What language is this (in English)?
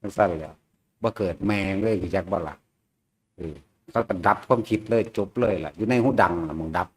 Northeastern Thai